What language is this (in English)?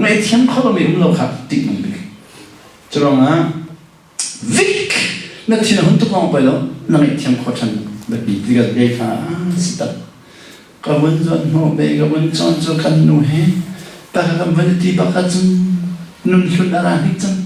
Hakha Chin